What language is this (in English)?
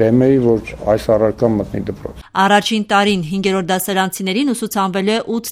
Armenian